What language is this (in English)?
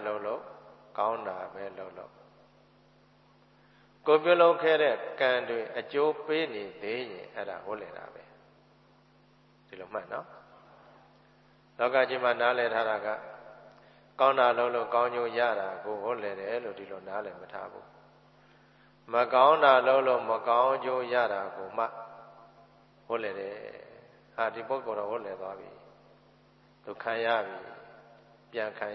Burmese